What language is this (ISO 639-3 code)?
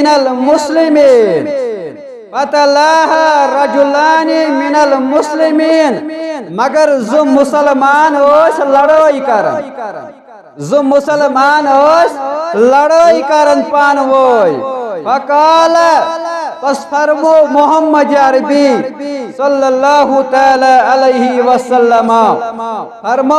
kas